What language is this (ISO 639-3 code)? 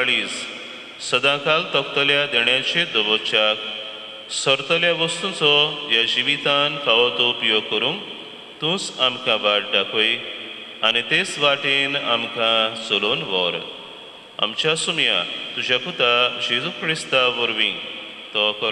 kok